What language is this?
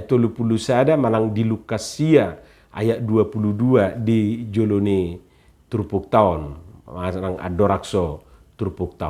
Batak Toba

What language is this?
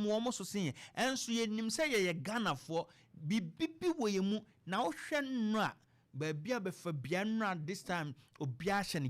Akan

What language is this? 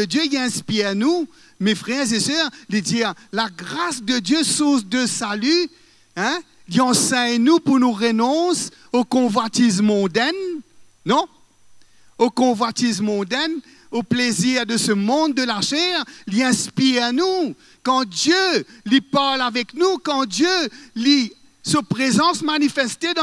Morisyen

